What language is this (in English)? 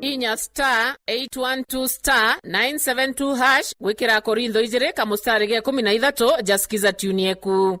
Meru